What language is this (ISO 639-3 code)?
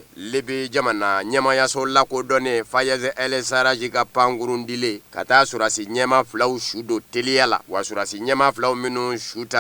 bam